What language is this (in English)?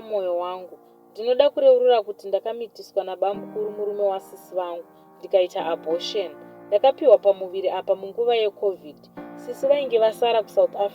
Shona